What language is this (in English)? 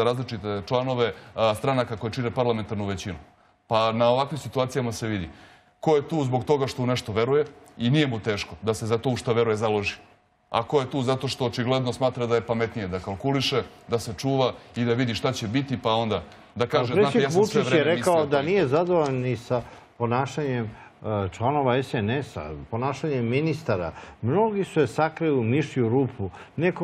Serbian